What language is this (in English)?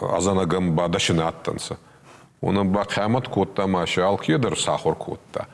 Ossetic